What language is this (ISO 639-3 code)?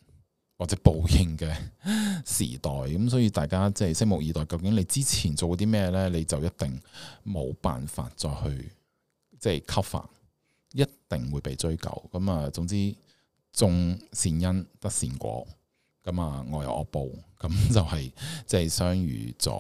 yue